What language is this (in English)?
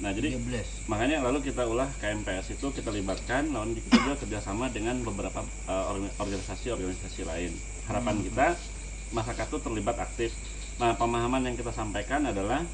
Banjar